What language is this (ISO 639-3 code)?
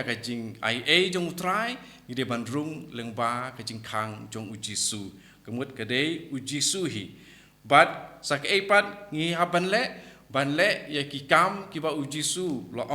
kha